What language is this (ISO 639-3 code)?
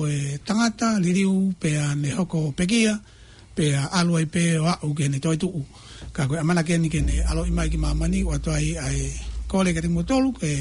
ton